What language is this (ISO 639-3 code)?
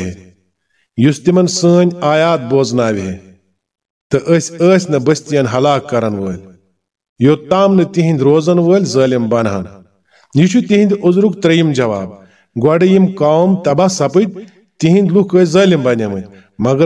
kas